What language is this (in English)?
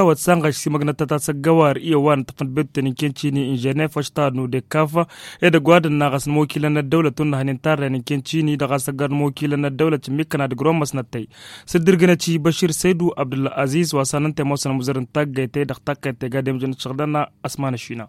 Tamasheq